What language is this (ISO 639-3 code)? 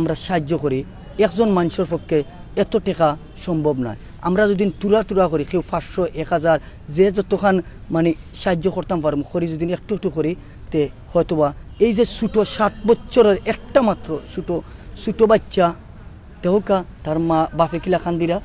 syl